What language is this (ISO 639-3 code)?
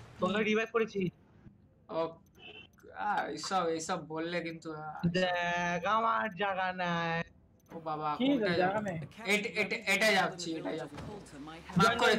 ben